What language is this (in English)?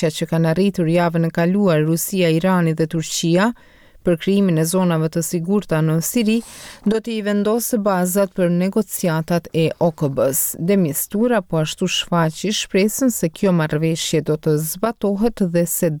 Albanian